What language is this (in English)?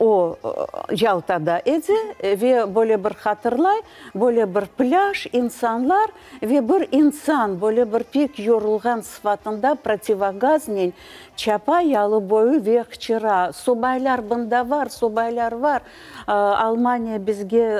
Crimean Tatar